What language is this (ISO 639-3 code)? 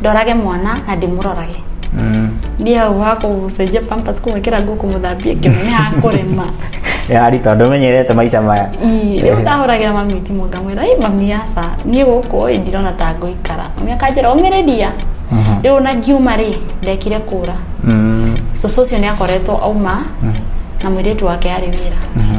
kik